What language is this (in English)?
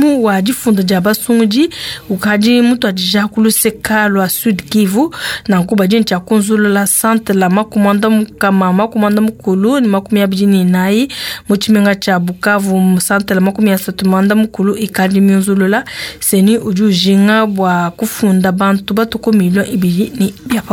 Luba-Lulua